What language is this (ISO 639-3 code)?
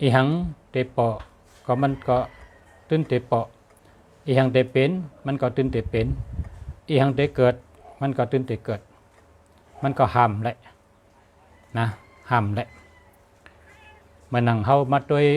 shn